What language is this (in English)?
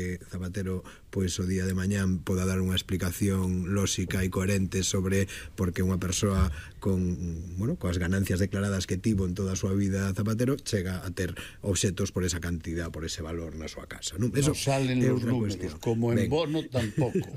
Galician